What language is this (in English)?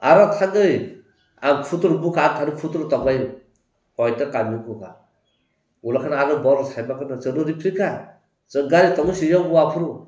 Kok Borok